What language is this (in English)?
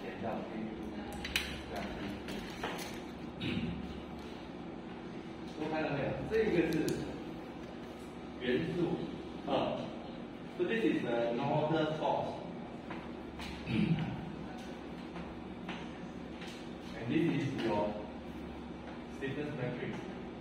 Chinese